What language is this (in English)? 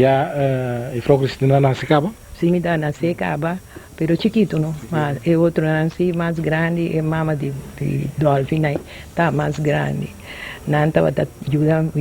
Papiamento